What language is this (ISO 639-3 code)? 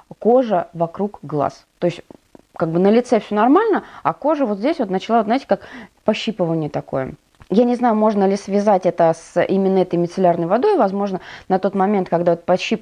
rus